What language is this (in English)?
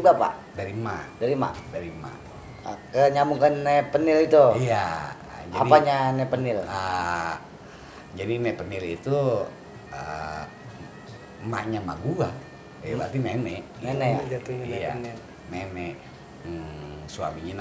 Betawi